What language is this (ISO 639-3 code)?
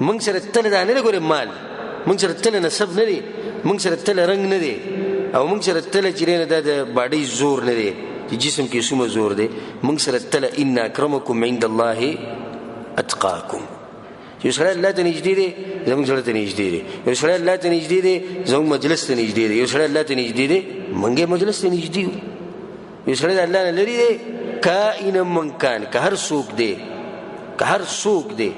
pus